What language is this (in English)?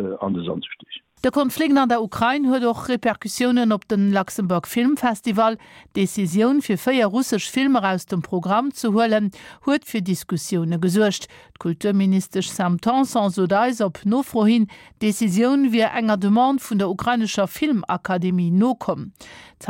Luxembourgish